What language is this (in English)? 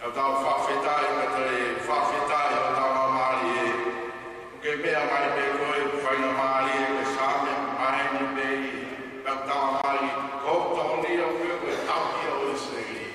Tongan